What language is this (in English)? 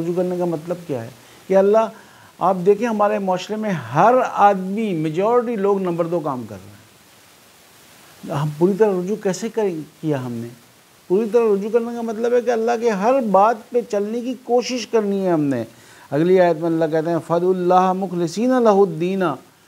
Urdu